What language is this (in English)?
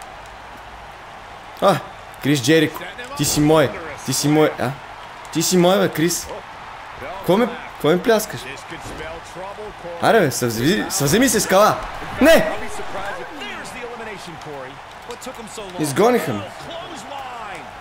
Bulgarian